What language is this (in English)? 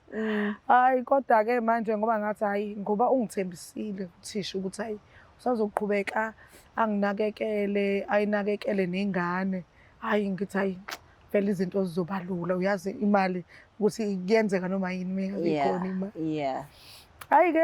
Zulu